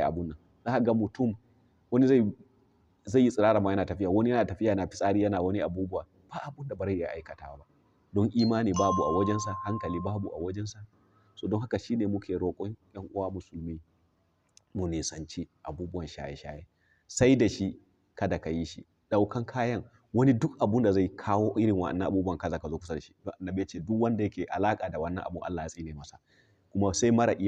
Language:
Hausa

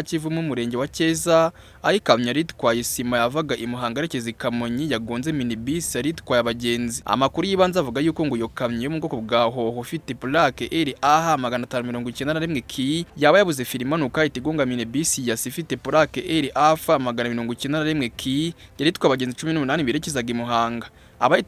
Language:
Kinyarwanda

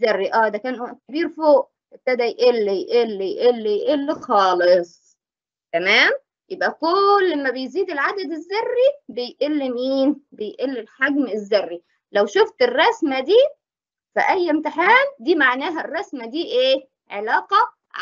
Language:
Egyptian Arabic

